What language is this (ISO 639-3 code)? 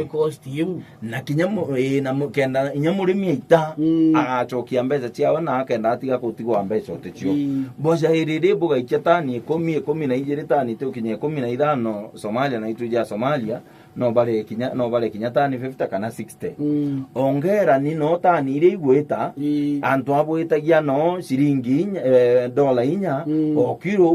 mer